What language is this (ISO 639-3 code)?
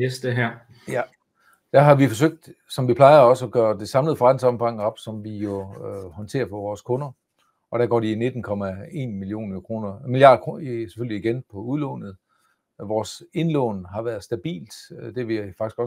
dan